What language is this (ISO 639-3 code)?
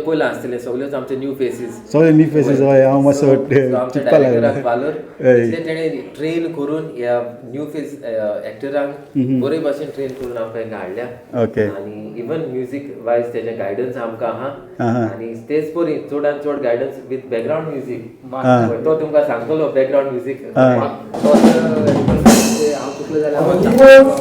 kok